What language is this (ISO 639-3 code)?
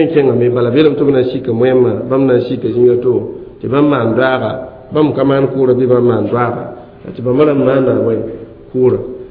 mos